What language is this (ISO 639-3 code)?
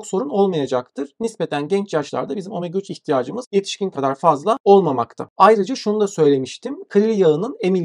tur